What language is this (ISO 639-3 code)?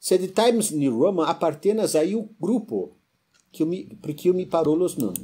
epo